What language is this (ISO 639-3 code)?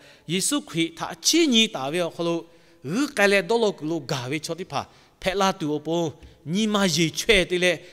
lhu